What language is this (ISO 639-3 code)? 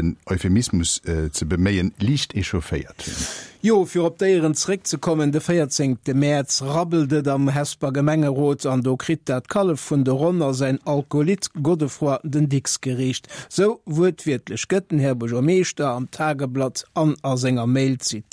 ltz